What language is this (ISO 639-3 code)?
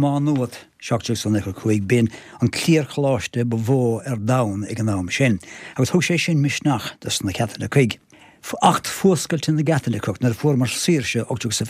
gle